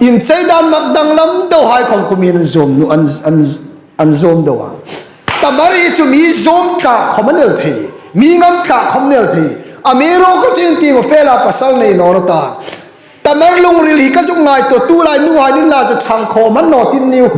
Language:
Hmar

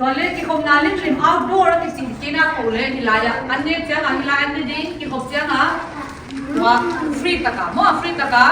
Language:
Tedim Chin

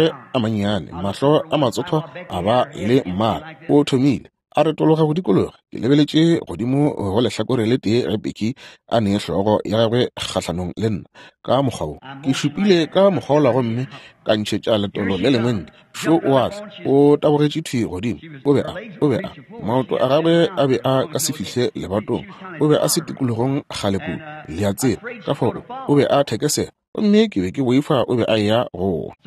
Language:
Northern Sotho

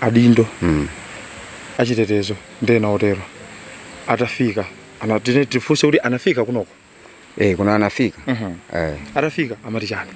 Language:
Nyanja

